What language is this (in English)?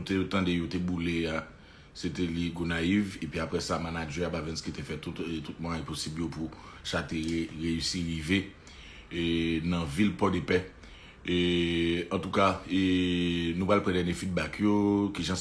Haitian Creole